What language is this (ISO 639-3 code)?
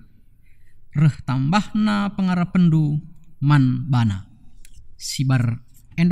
btx